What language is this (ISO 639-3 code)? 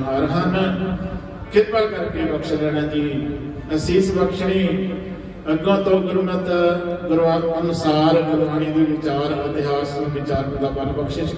pan